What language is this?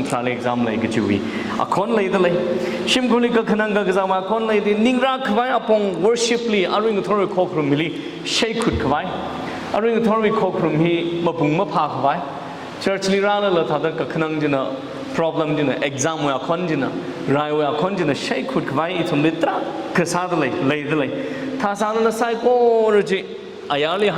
Tangkhul Naga (India)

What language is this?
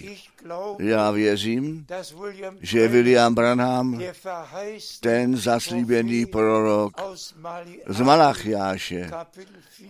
Czech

